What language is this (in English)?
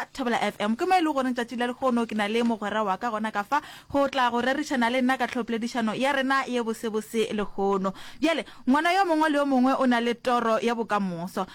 Northern Sotho